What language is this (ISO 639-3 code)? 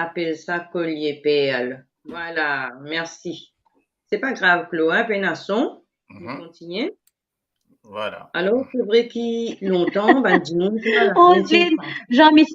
mfe